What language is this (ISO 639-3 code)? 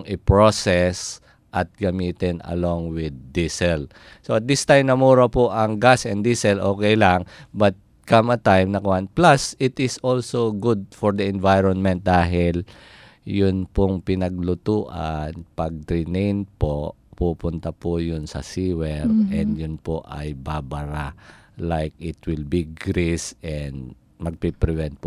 fil